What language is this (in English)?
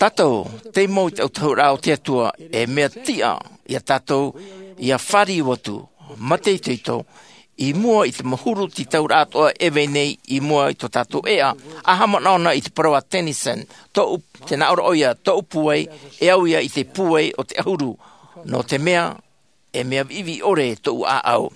Tahitian